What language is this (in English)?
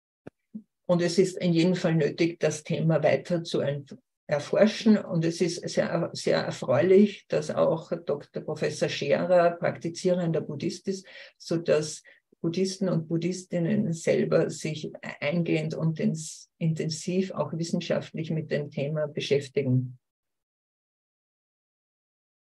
German